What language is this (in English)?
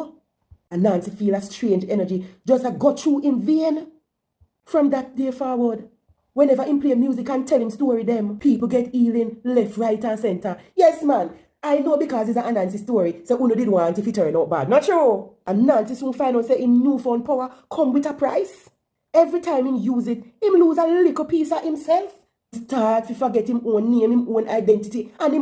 Jamaican Creole English